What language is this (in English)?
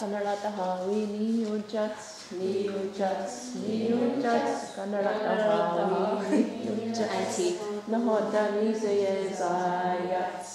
Mohawk